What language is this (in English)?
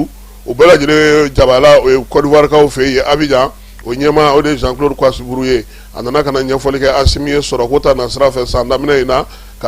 Bambara